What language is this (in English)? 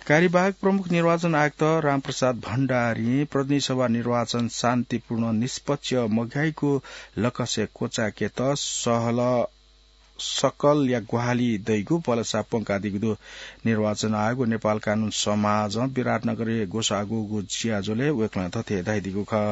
Newari